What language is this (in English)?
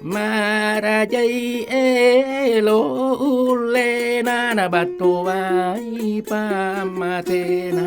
Buginese